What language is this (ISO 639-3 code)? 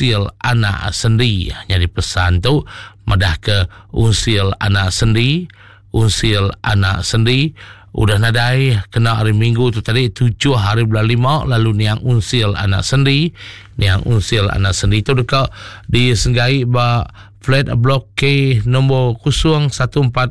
iba